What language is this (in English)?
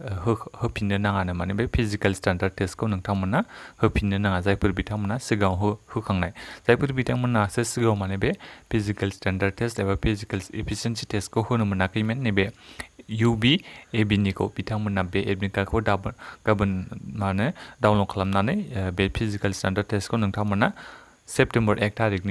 Bodo